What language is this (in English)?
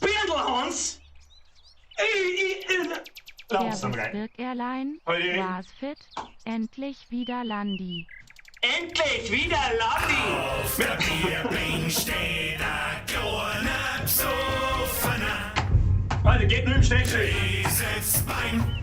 Bavarian